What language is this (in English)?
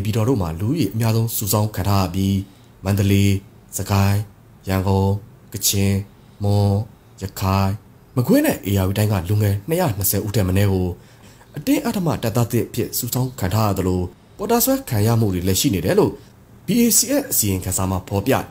Burmese